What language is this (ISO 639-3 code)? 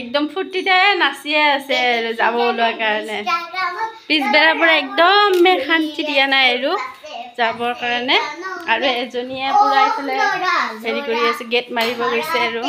asm